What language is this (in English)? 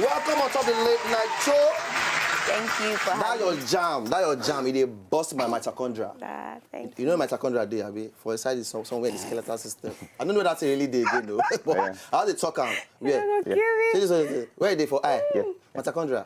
Nigerian Pidgin